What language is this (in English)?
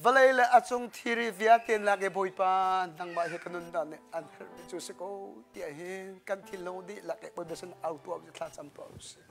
Hakha Chin